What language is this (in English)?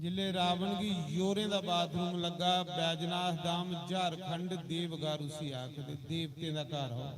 Dogri